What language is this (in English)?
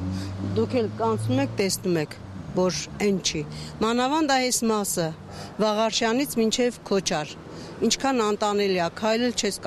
Armenian